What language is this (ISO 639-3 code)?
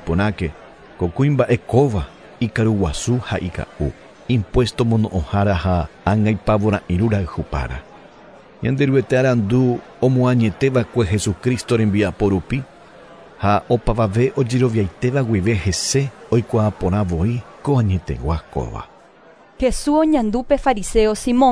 grn